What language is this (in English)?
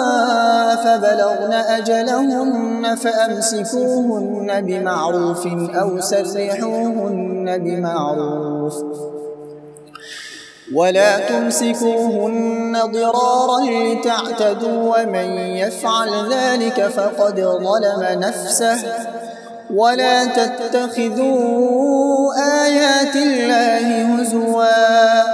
Arabic